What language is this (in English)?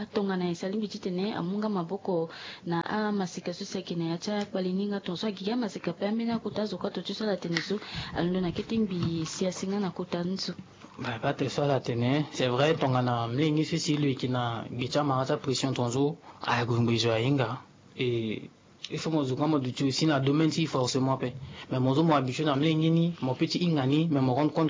Sango